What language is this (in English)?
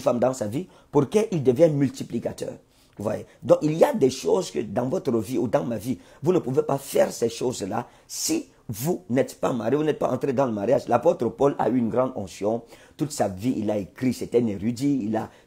French